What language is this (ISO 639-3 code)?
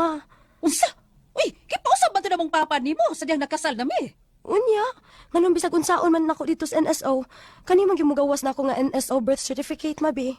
ceb